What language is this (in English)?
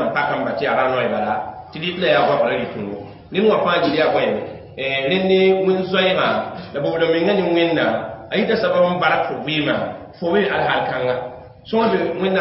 Mossi